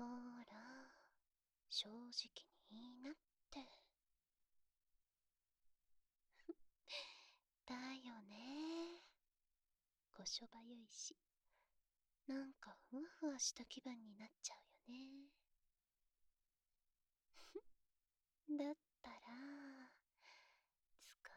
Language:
Japanese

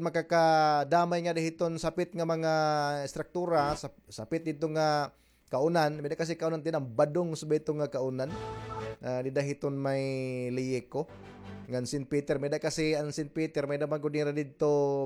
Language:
Waray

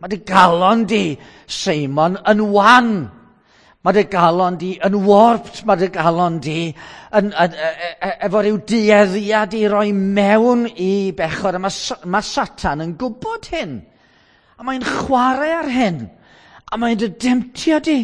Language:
Welsh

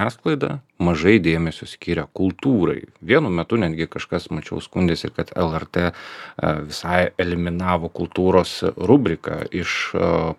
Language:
Lithuanian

